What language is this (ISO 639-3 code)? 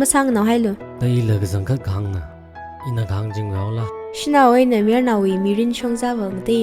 nmf